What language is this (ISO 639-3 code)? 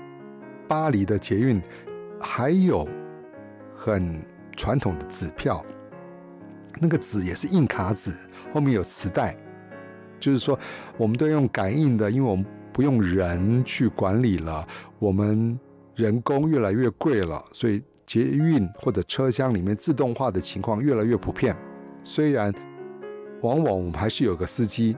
zho